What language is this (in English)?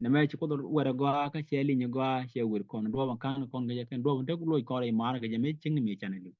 Nuer